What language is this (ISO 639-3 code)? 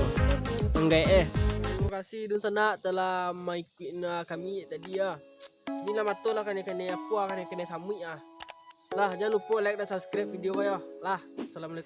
min